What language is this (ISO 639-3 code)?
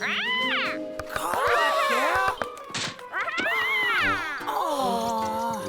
mri